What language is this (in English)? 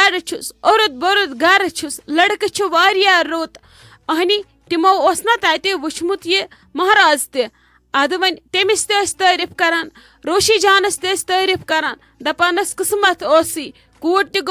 Kashmiri